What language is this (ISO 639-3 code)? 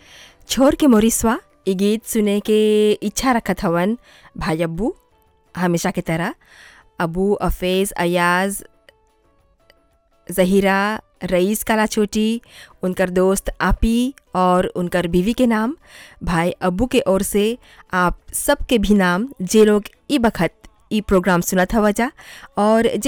bho